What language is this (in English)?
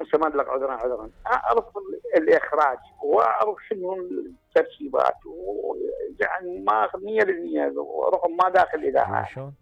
Mesopotamian Arabic